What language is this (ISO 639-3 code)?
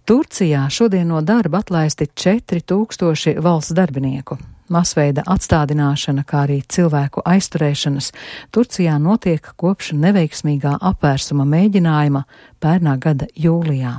lav